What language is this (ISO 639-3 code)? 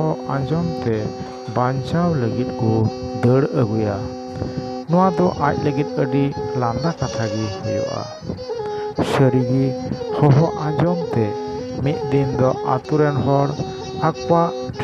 sat